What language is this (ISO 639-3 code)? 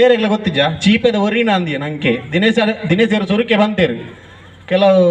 tcy